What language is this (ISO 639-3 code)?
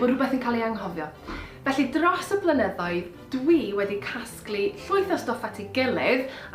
cym